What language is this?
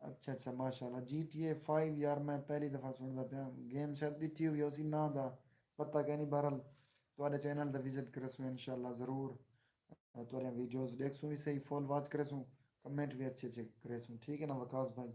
Saraiki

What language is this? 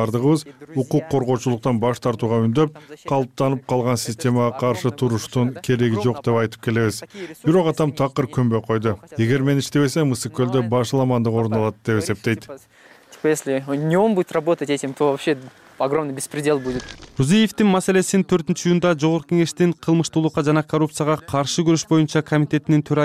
Kyrgyz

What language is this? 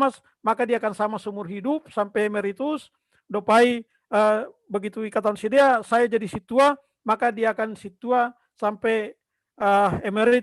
Batak Simalungun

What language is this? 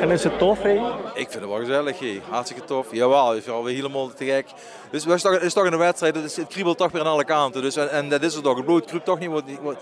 Limburgish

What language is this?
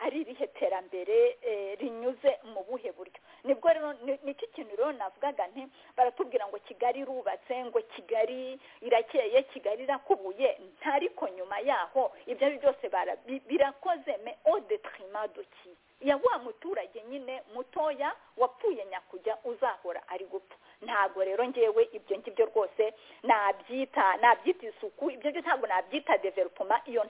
Kinyarwanda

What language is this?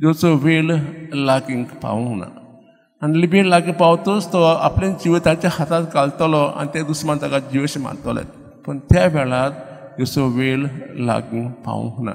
Konkani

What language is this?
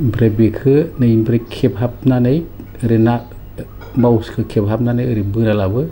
Bodo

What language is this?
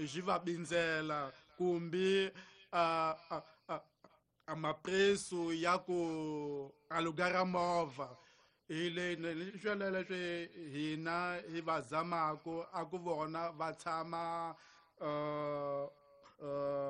Tsonga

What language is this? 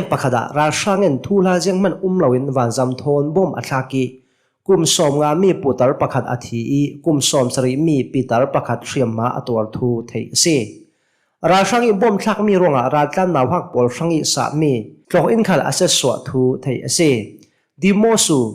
Hakha Chin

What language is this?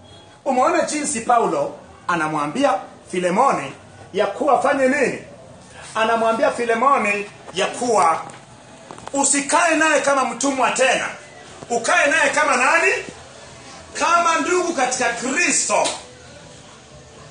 Swahili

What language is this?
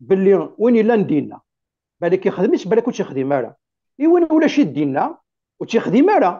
Kabyle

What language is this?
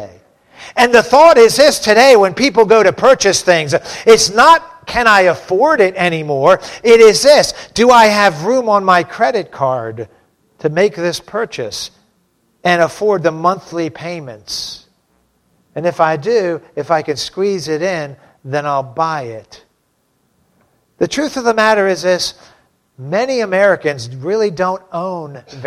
English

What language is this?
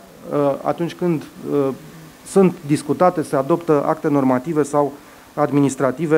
Romanian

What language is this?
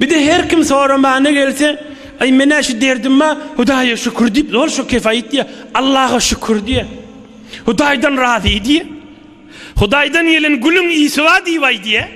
Turkmen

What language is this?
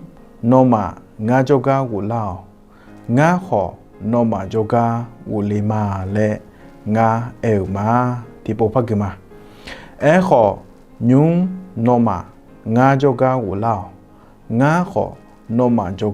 Akha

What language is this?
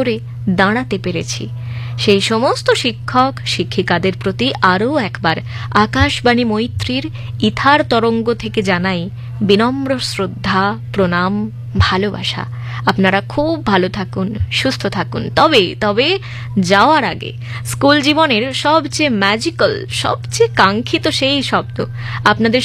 Bangla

